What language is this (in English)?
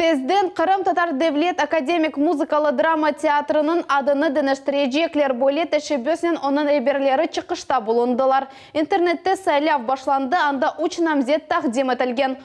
Crimean Tatar